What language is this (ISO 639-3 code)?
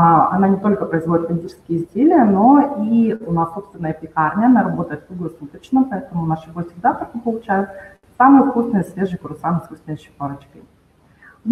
rus